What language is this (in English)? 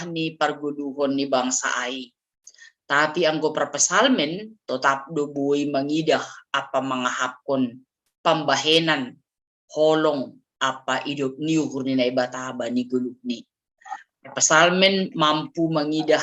Batak Simalungun